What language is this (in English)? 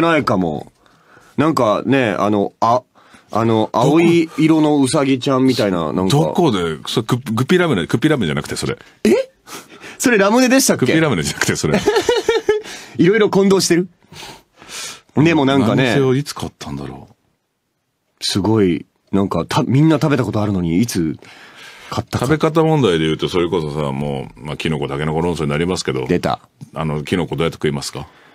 Japanese